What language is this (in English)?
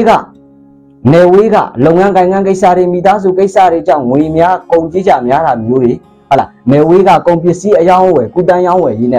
Burmese